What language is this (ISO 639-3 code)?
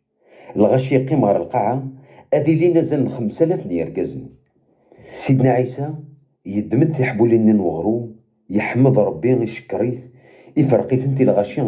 kab